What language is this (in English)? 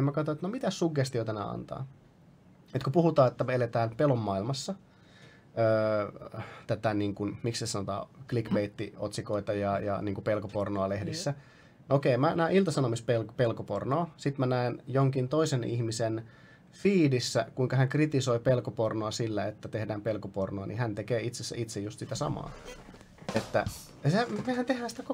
Finnish